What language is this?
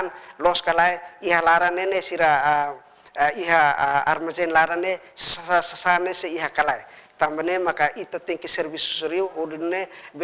Tetum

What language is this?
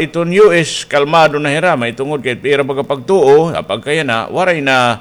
Waray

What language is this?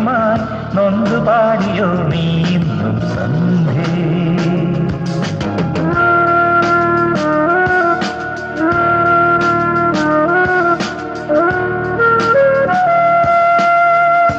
Malayalam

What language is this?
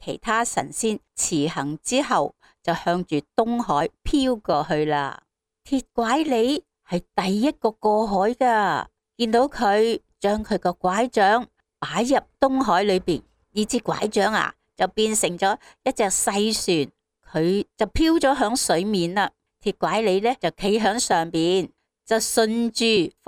Cantonese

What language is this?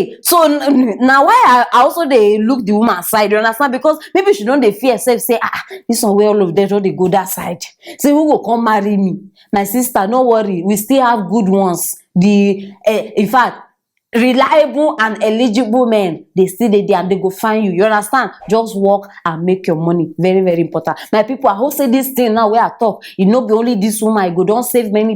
Nigerian Pidgin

